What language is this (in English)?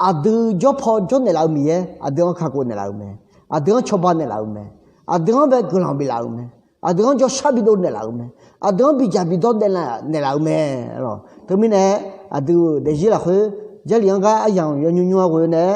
Akha